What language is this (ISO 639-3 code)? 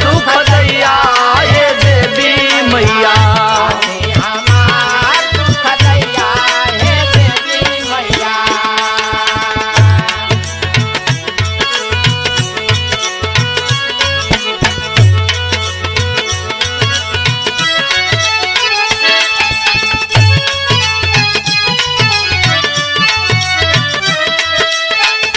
bho